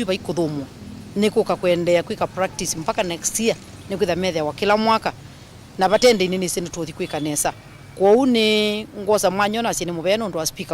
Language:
Kamba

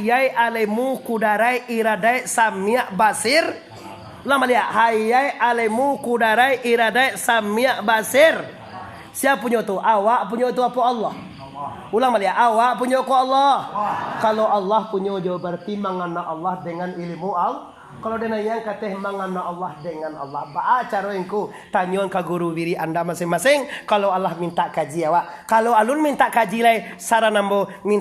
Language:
Minangkabau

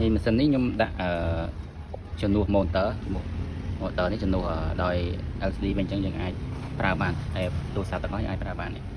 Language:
Khmer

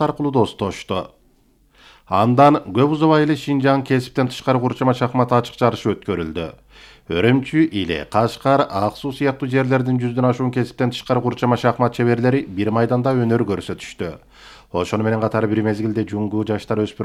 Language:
Kyrgyz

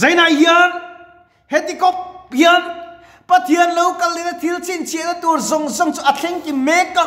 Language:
Mizo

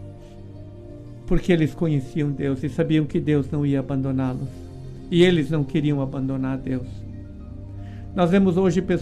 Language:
Portuguese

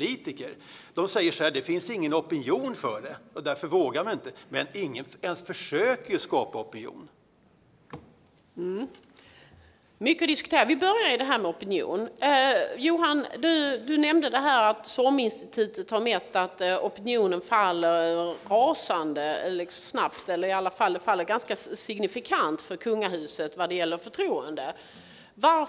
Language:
Swedish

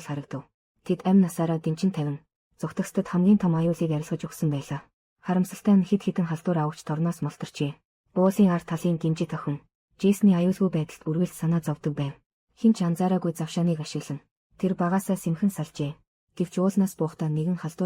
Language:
Mongolian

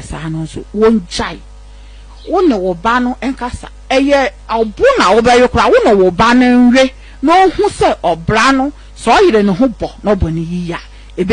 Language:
Akan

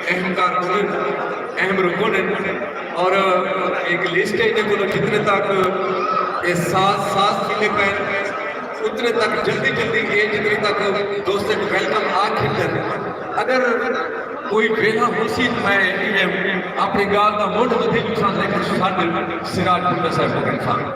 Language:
Saraiki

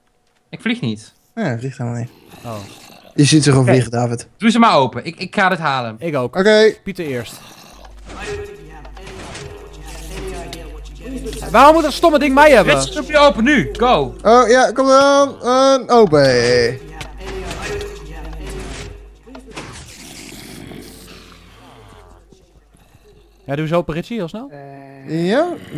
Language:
Dutch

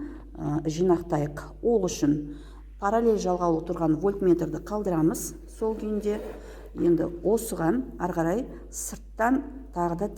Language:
Kazakh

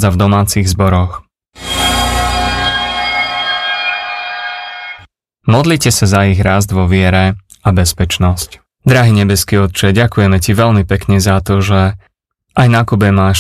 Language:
Slovak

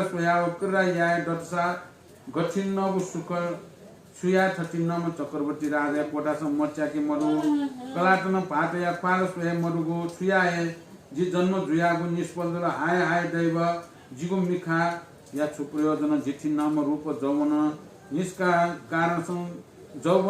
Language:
Newari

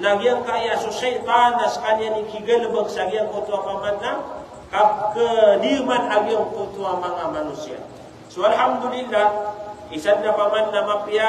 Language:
Maranao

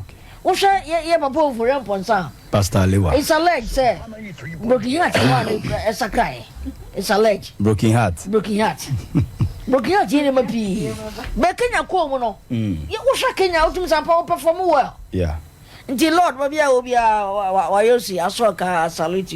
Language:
Akan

